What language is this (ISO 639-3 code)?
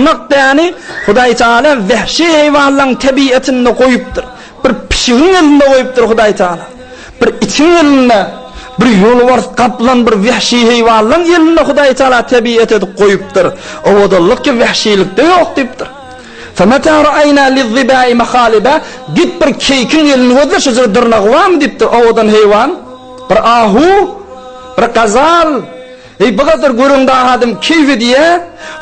tuk